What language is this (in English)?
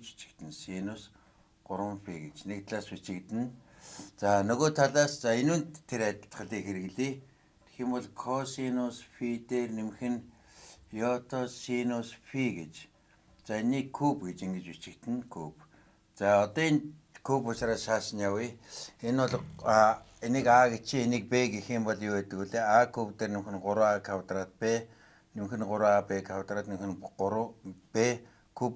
Mongolian